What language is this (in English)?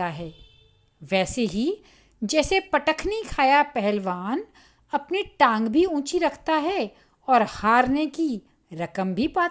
Hindi